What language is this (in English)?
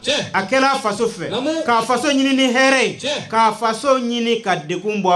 Bambara